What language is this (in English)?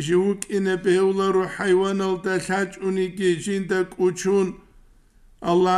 Avaric